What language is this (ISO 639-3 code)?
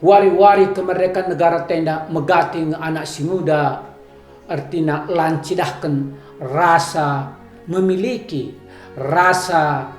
btx